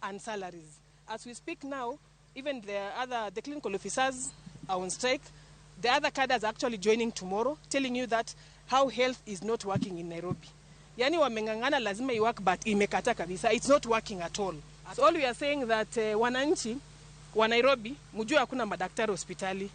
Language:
Luo (Kenya and Tanzania)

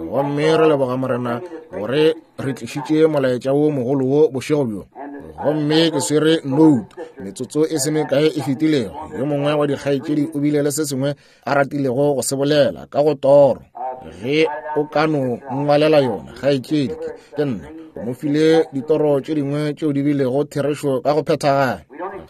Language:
Northern Sotho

